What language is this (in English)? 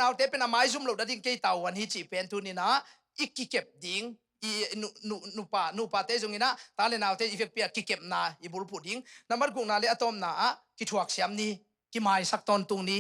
Tedim Chin